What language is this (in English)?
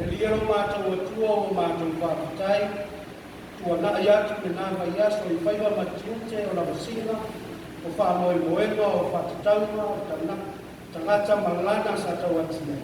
Samoan